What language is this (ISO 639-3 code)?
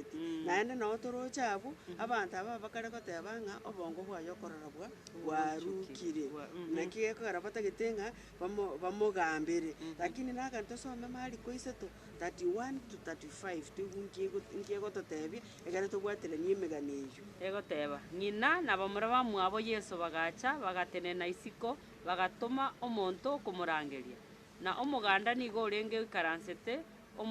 guz